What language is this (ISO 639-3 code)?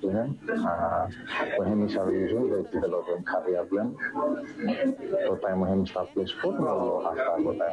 bis